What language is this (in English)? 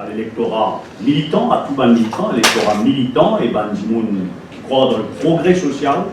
Morisyen